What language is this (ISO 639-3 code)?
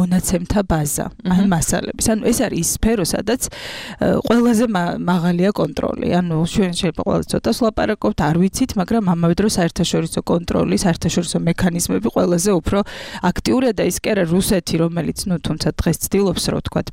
kat